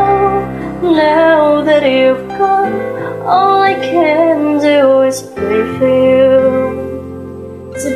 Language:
English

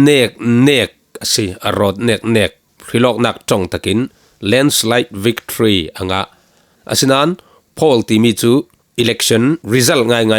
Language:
Falam Chin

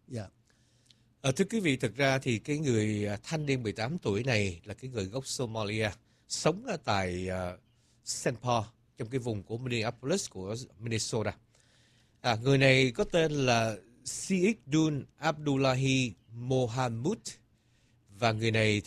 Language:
Vietnamese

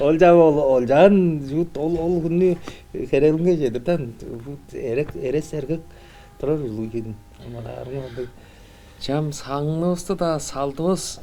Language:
Tuvinian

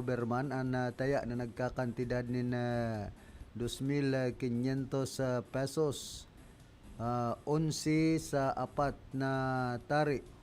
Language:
Bikol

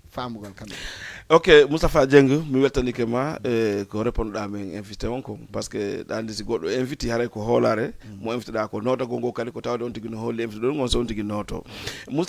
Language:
Fula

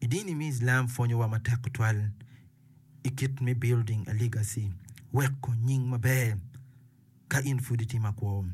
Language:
Acoli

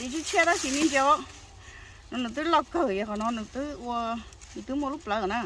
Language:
Hmong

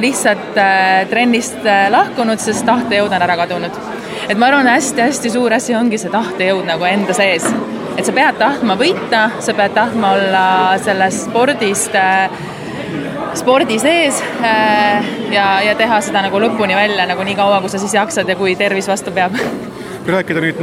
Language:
Estonian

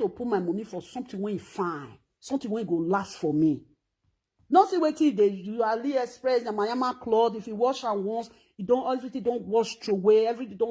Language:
Nigerian Pidgin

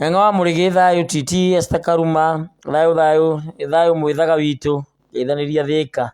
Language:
Kikuyu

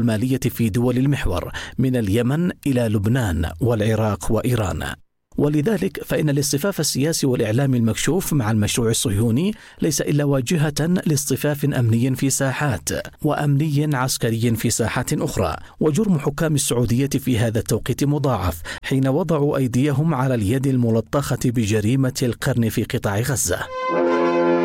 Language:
Arabic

